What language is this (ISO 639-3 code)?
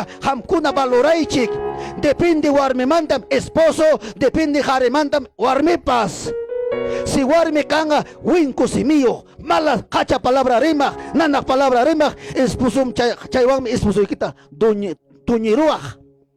quy